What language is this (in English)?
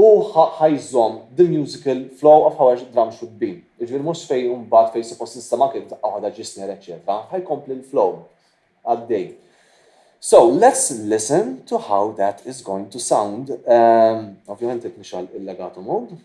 Maltese